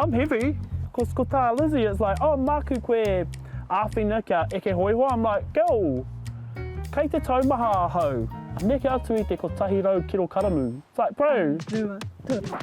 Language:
Māori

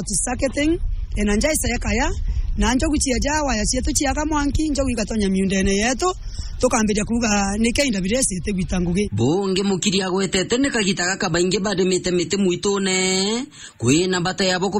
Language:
Meru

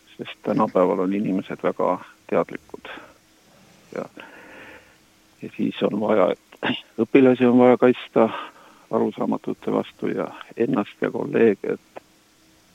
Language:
Estonian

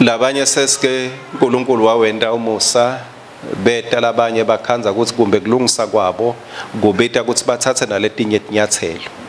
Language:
Swati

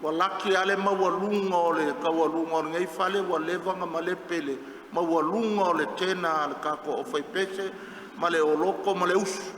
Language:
Samoan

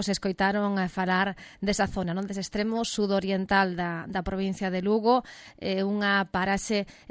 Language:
Galician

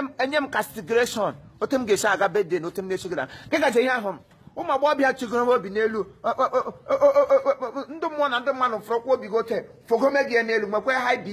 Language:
Igbo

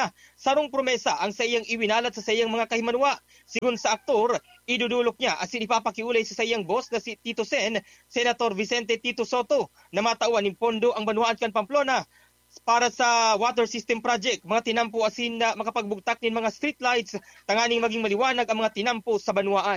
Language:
Bikol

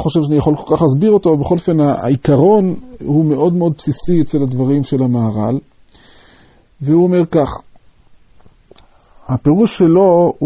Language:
Hebrew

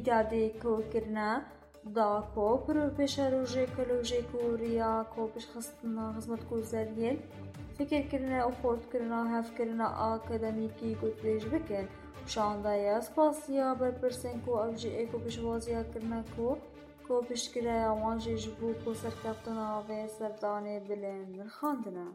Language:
Kurdish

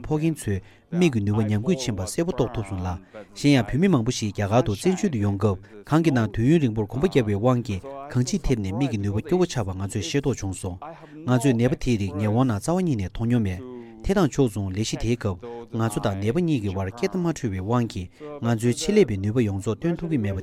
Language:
Tibetan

